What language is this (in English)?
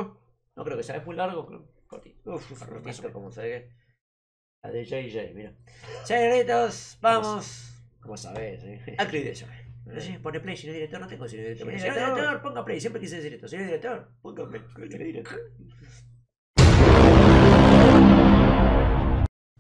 Spanish